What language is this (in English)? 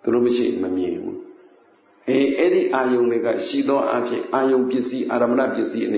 Burmese